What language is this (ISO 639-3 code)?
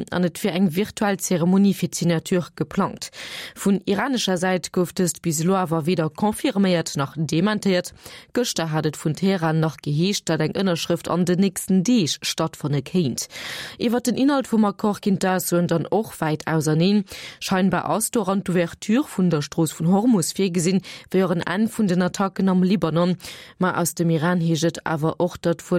ltz